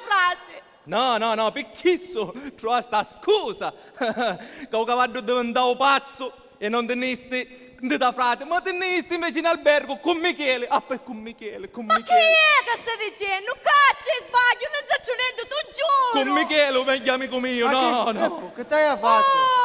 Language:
Sicilian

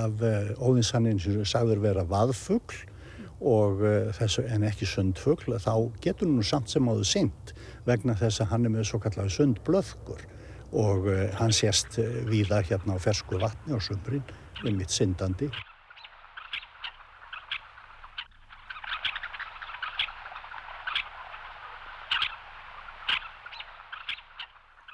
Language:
Icelandic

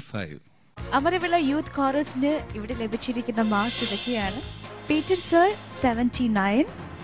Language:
Malayalam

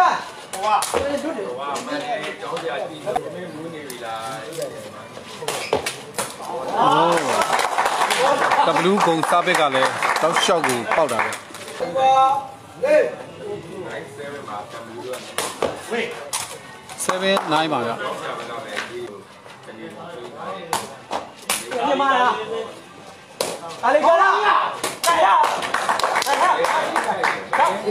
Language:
Burmese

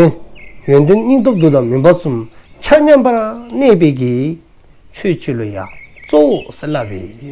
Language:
Dzongkha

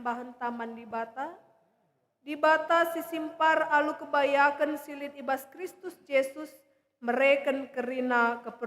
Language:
Batak Karo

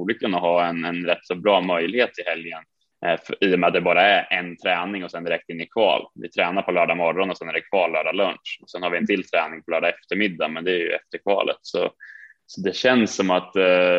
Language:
Swedish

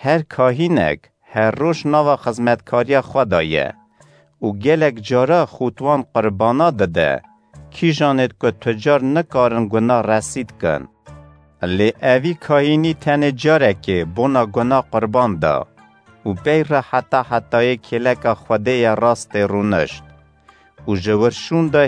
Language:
Kurdish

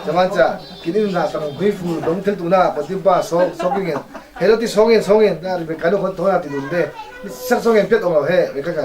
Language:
Falam Chin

